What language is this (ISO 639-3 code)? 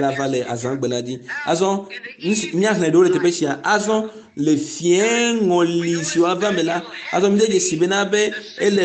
ewe